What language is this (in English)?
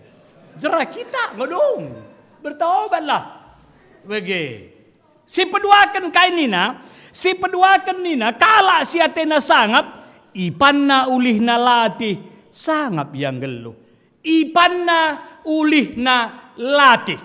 Batak Karo